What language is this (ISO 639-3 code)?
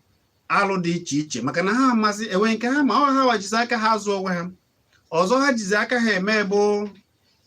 ibo